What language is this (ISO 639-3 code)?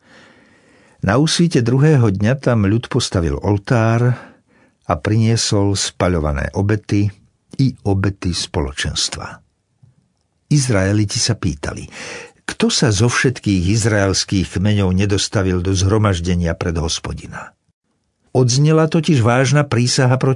slk